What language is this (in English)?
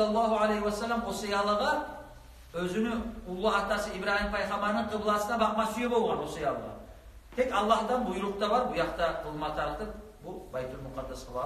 Kumyk